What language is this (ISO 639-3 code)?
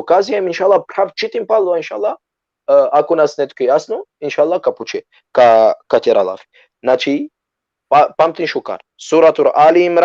rmn